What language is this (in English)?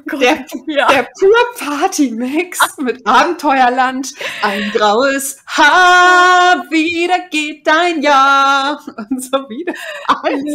Low German